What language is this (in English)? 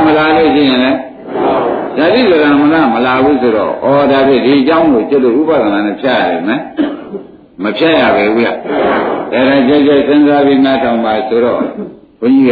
Burmese